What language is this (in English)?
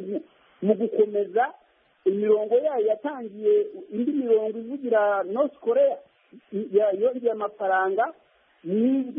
Kinyarwanda